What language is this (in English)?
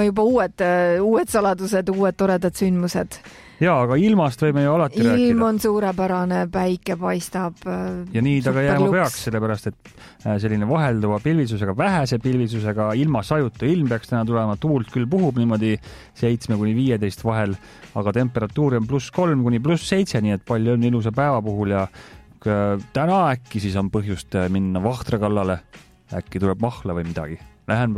Estonian